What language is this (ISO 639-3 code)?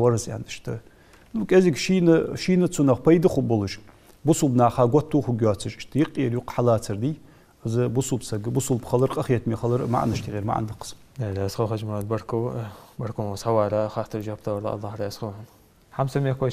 inh